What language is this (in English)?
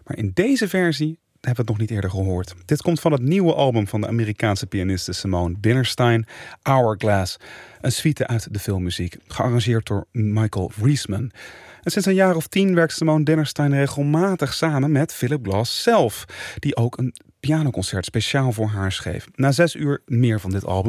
Dutch